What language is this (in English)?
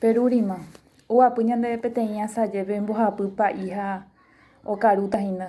Guarani